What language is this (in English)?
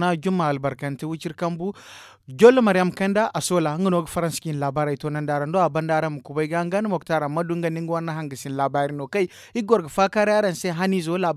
Zarma